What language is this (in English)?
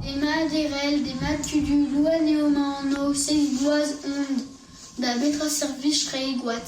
Breton